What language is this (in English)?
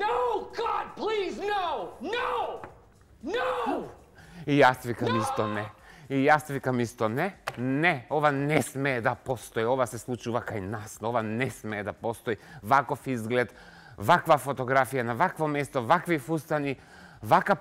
Macedonian